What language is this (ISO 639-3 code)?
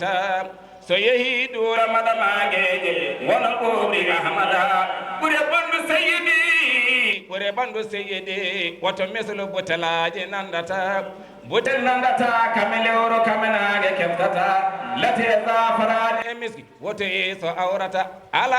ful